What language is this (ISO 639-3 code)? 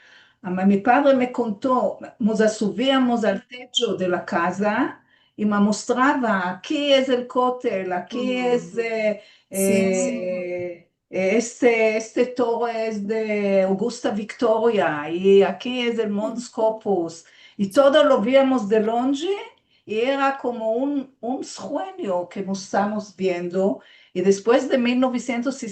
lad